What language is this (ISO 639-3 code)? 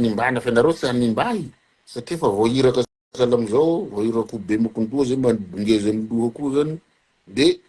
mlg